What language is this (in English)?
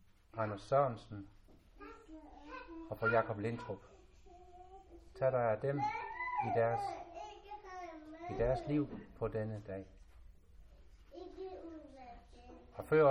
Danish